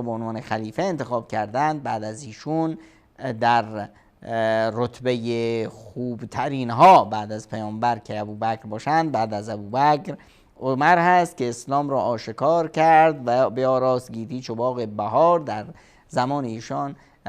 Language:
Persian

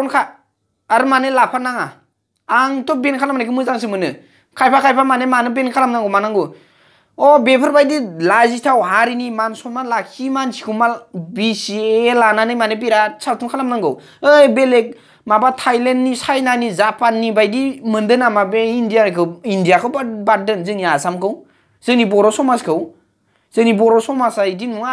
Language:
Bodo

